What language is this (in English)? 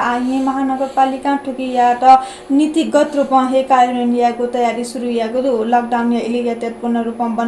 Newari